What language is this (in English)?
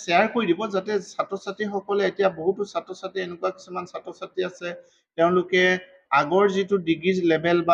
Assamese